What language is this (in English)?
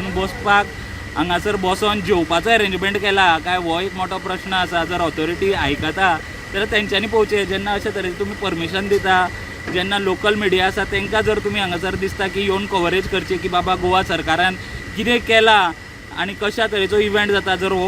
Konkani